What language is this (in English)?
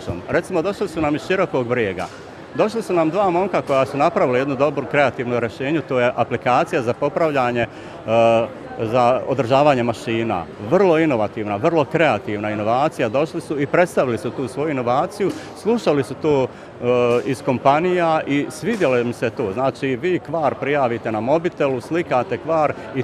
Bosnian